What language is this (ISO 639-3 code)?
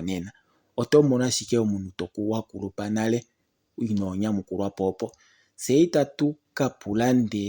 kua